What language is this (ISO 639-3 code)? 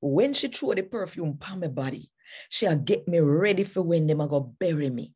jam